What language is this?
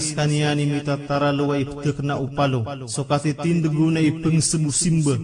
Maranao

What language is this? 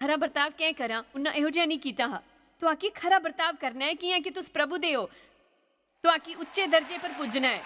Dogri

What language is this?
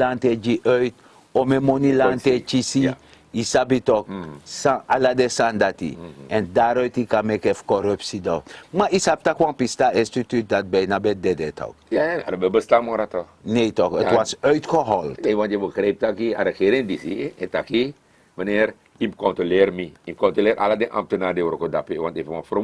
Sranan Tongo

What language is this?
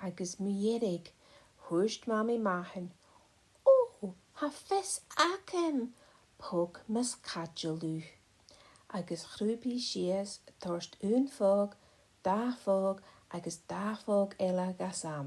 Scottish Gaelic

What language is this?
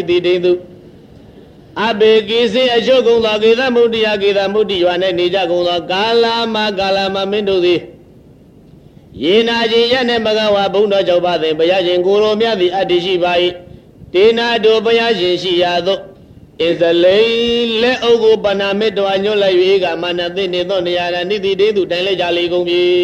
Burmese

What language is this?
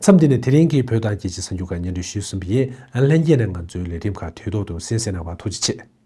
Tibetan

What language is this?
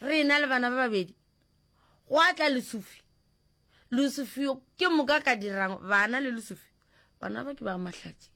Northern Sotho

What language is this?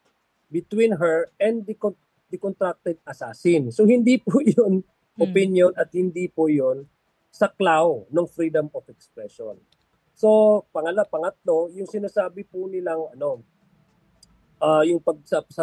Filipino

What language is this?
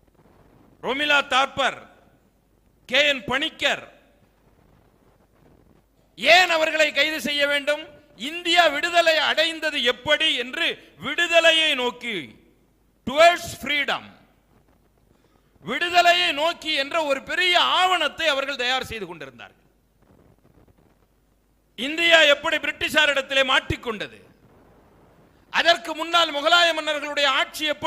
Tamil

